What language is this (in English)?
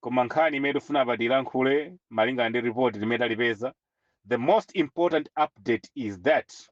Nyanja